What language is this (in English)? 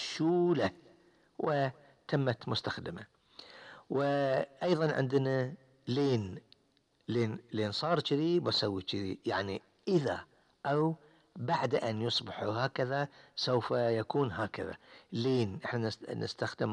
Gulf Arabic